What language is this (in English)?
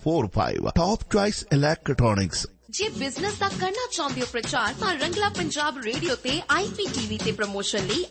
Punjabi